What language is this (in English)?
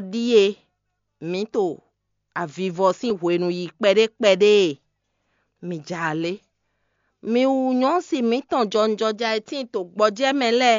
Fon